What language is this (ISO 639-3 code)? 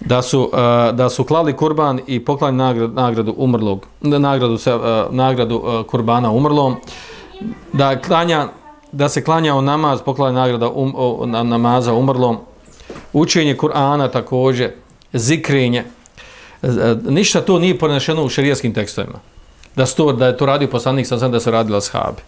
bos